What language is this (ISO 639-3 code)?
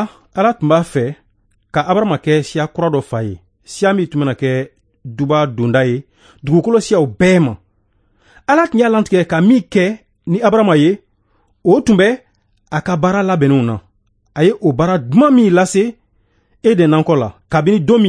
bam